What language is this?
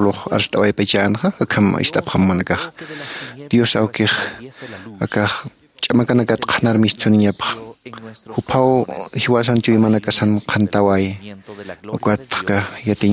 Aymara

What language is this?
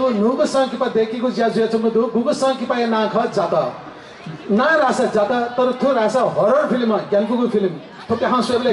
Newari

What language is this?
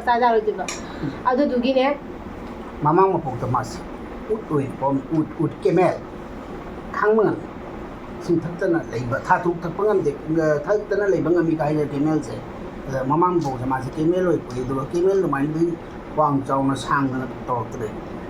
Manipuri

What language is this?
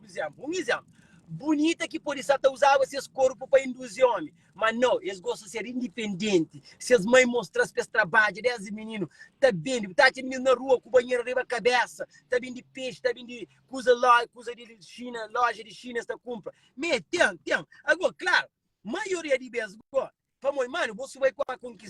Kabuverdianu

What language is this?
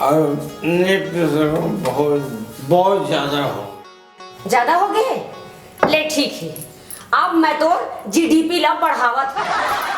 Chhattisgarhi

